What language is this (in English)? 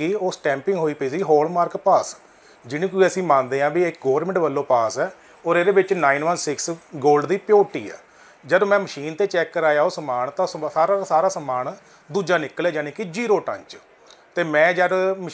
Punjabi